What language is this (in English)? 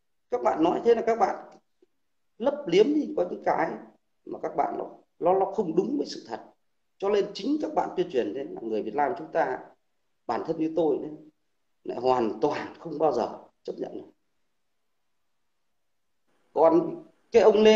Vietnamese